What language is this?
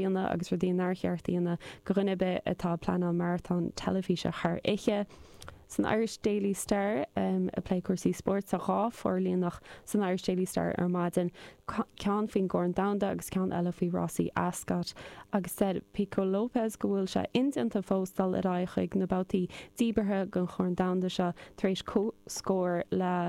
Irish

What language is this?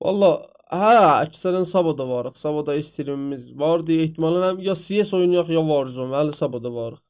South Azerbaijani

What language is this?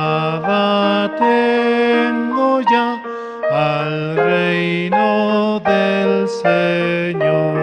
Aymara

